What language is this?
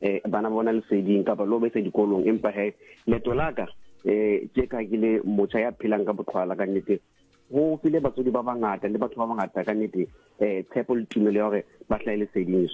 Southern Sotho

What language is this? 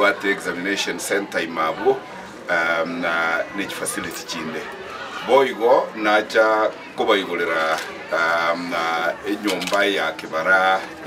Gusii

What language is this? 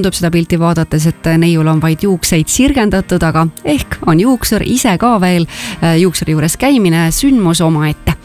Estonian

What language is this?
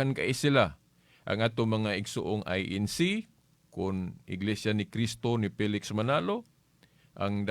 Cebuano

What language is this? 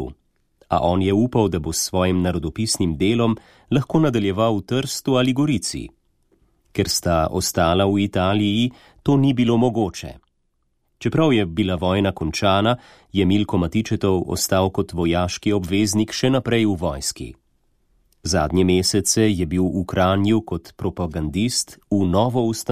Slovenian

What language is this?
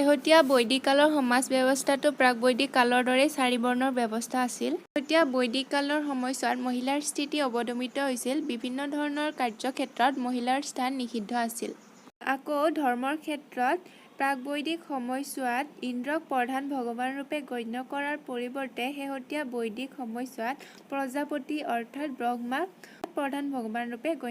Assamese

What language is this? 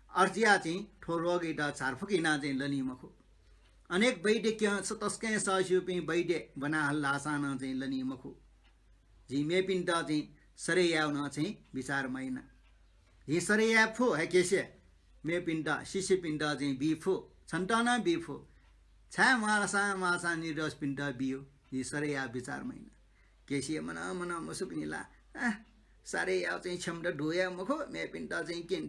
Newari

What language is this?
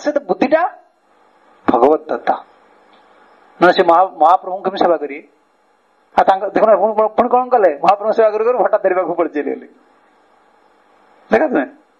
Odia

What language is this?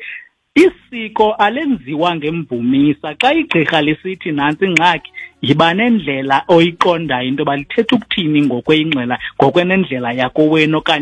Xhosa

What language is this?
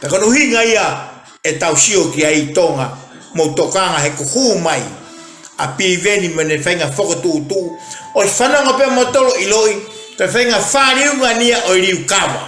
Tongan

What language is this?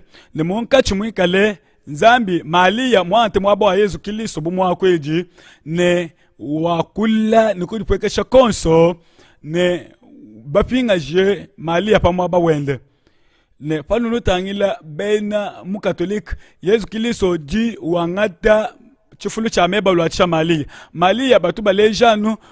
Luba-Lulua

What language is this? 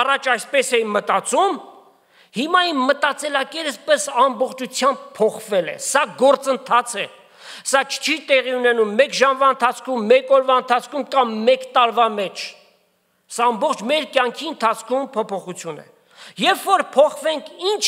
Armenian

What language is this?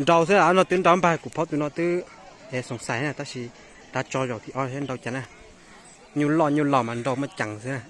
Hmong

